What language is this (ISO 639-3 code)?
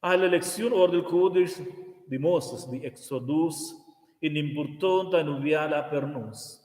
roh